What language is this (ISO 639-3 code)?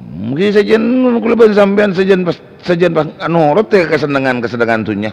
mad